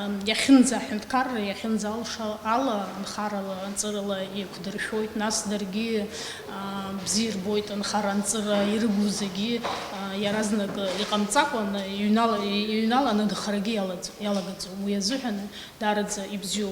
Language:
Abkhazian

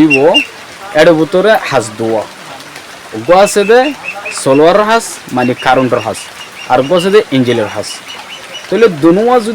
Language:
Rohingya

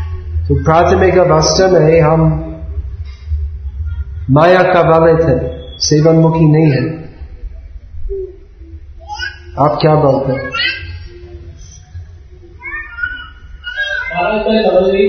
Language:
Hindi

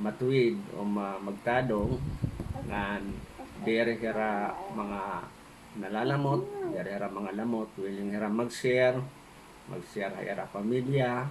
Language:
Waray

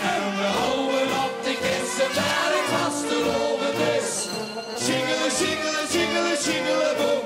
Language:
Limburgish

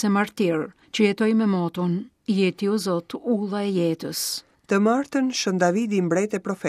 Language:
Albanian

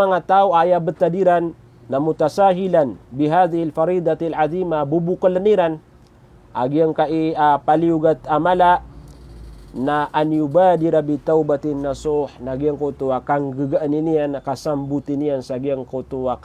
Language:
Maranao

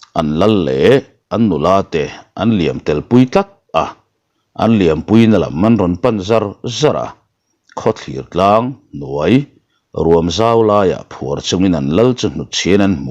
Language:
Mizo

